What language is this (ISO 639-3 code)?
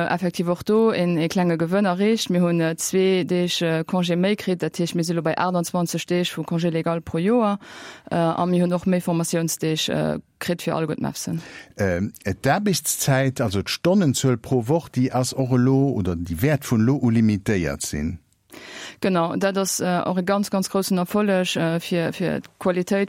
ltz